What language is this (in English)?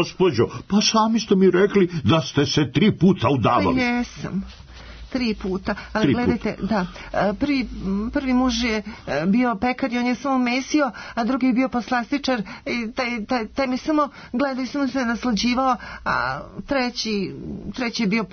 Serbian